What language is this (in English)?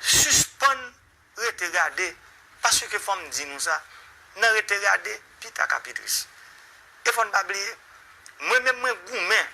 Haitian Creole